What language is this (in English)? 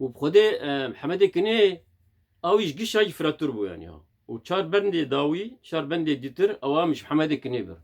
Kurdish